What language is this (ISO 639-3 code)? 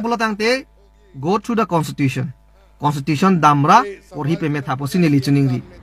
mjw